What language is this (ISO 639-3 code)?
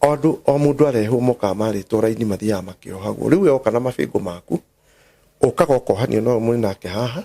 kik